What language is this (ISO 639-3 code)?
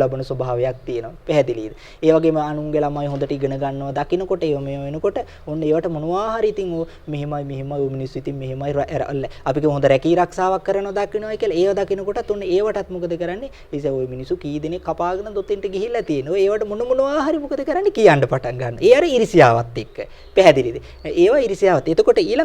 sin